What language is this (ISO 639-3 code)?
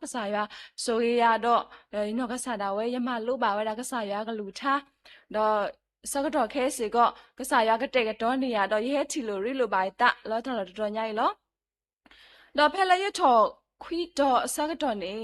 ksw